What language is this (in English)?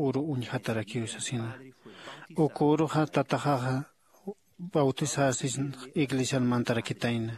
Aymara